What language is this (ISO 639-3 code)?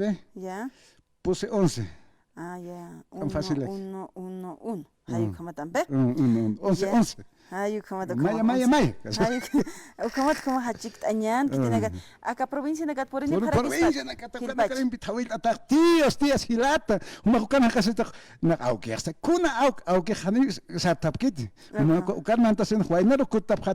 aym